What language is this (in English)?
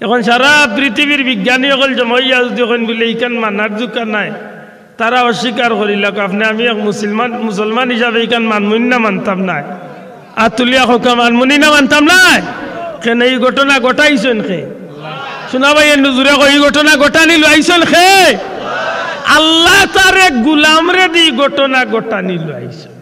Sylheti